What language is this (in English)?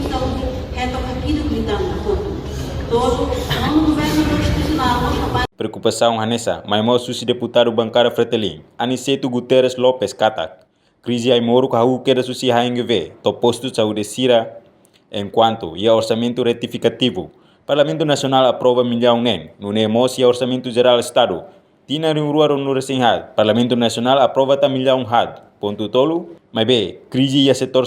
Tetum